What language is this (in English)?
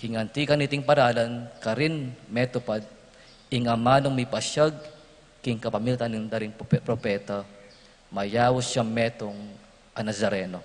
Pampanga